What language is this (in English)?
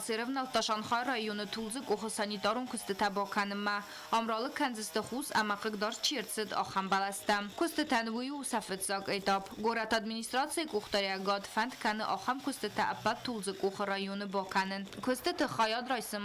Ossetic